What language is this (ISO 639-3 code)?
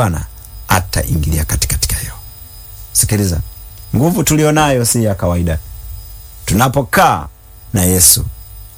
swa